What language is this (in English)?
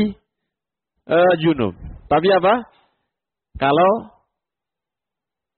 Indonesian